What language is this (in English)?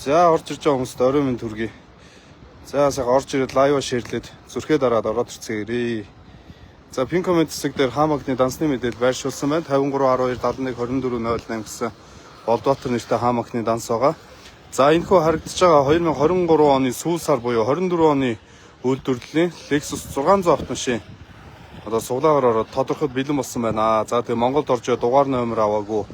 Mongolian